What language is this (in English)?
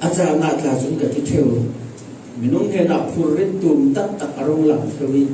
Falam Chin